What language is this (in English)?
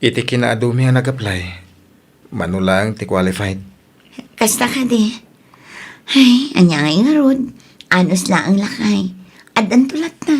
Iloko